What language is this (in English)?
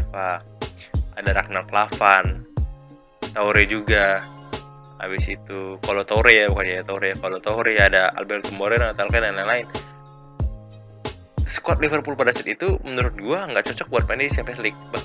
Indonesian